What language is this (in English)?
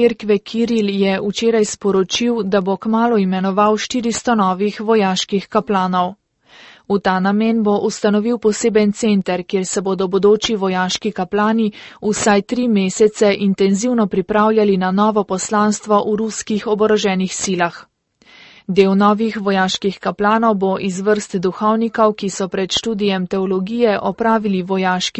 Slovenian